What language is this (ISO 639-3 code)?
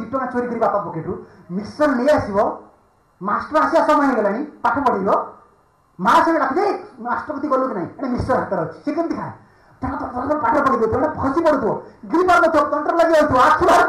ori